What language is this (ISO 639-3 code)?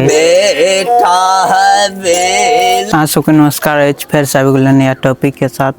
mai